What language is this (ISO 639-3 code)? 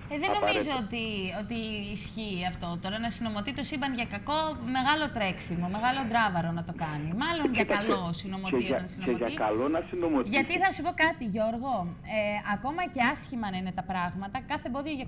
ell